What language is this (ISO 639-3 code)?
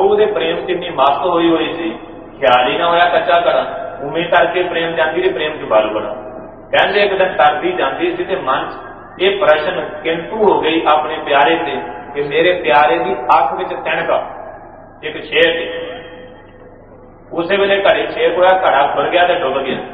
pan